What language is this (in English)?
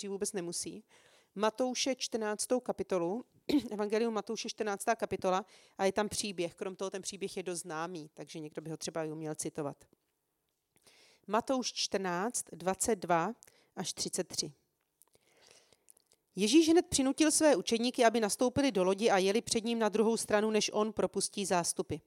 Czech